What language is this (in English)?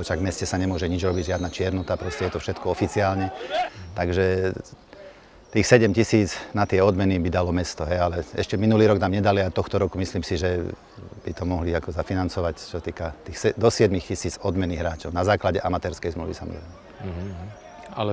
Slovak